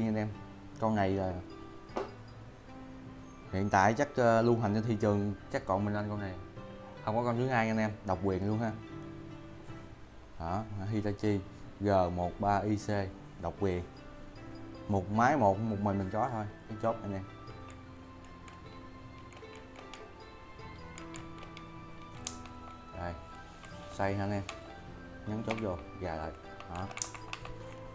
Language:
Vietnamese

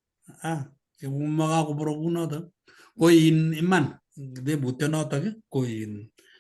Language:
Kalenjin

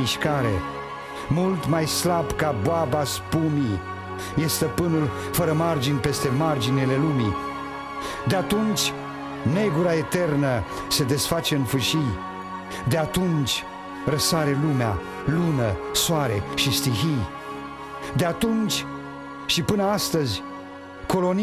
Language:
Romanian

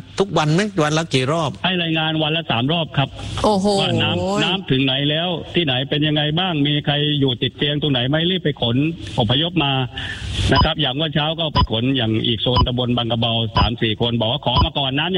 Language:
Thai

